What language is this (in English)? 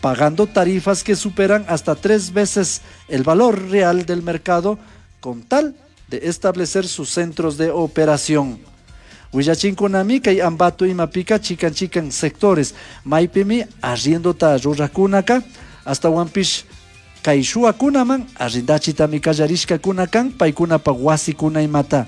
Chimborazo Highland Quichua